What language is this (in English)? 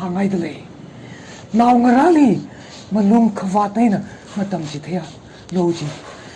Tangkhul Naga (India)